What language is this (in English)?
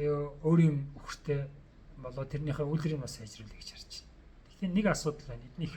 Mongolian